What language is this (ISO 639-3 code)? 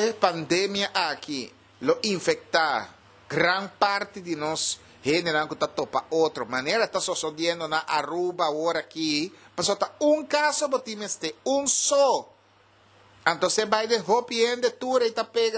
pap